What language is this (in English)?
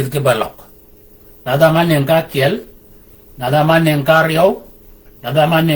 Shilluk